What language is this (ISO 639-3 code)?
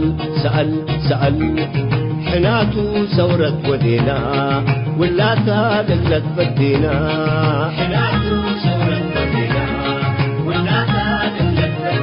tig